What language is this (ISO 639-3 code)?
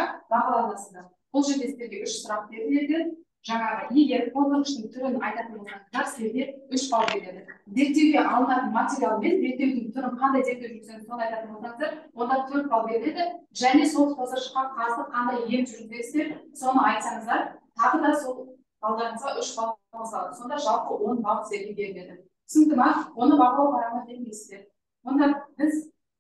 kaz